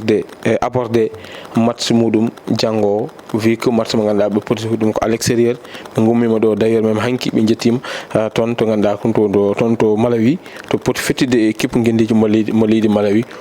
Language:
Fula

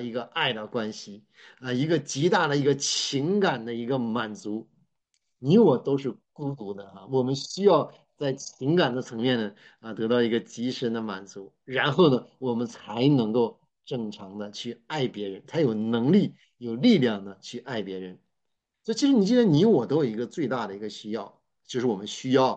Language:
Chinese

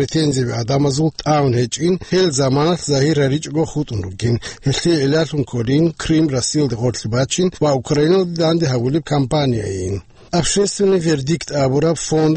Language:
Avaric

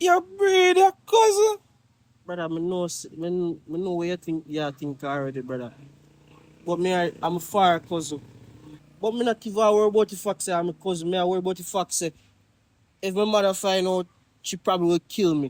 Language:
Jamaican Creole English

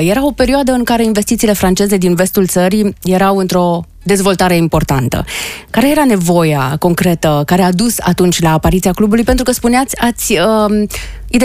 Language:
Romanian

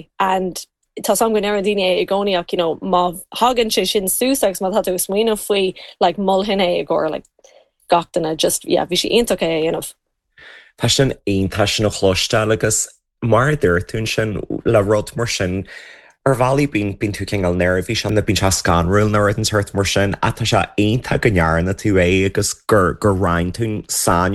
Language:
Irish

